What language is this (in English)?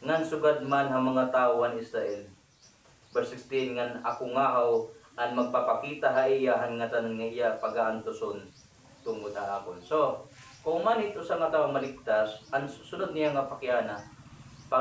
Waray